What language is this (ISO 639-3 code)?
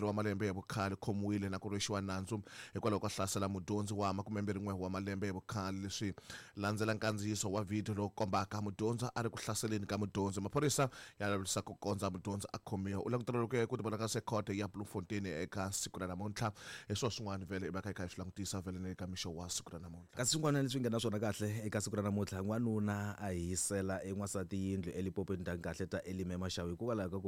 tso